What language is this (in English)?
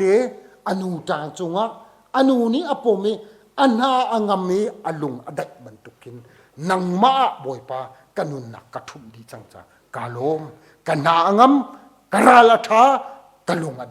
Hakha Chin